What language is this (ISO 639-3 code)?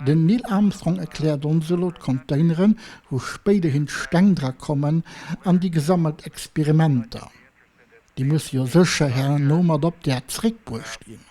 ltz